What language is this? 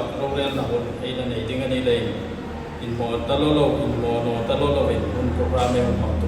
Hmar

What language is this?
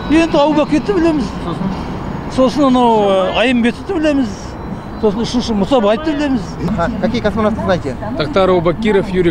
Kazakh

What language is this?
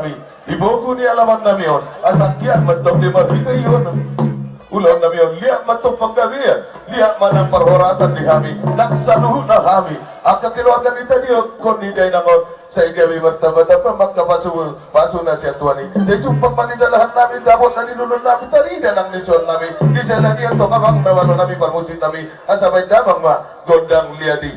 Batak Toba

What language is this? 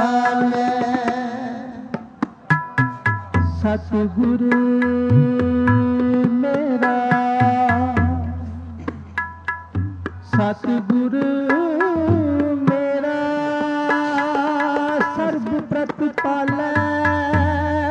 Punjabi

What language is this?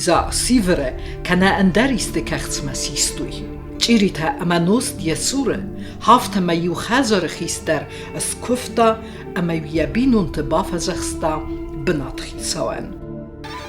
Ossetic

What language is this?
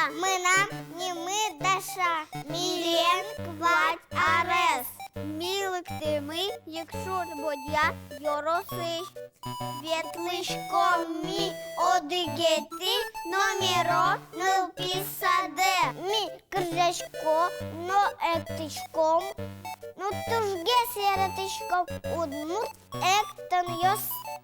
Udmurt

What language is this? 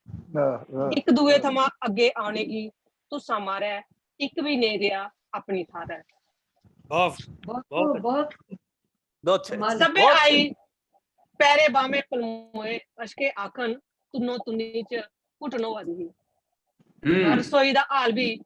Dogri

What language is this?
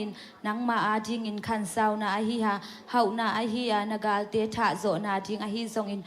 Tedim Chin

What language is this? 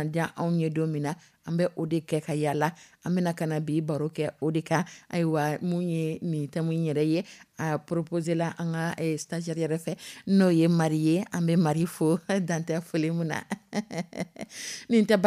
Dyula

